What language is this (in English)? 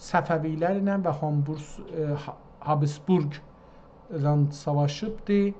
South Azerbaijani